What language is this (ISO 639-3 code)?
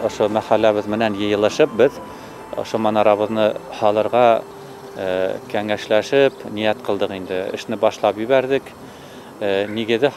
bak